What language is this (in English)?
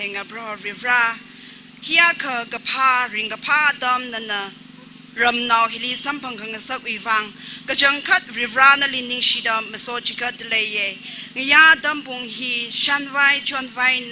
Tangkhul Naga (India)